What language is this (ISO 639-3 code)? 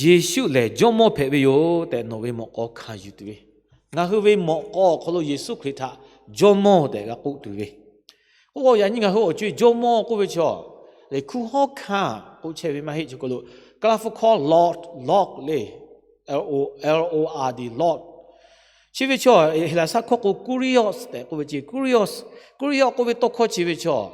lhu